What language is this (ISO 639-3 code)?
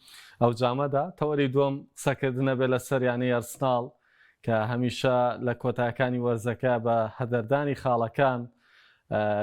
ckb